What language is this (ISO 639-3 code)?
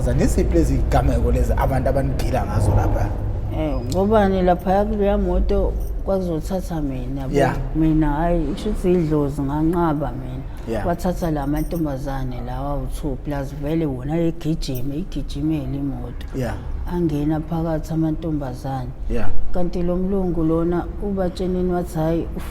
zul